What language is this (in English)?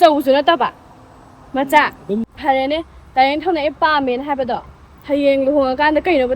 Manipuri